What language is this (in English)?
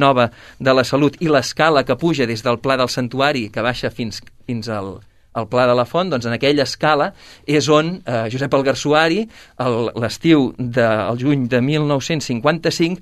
Catalan